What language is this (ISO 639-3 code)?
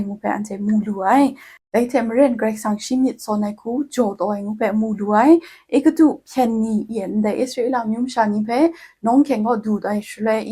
kac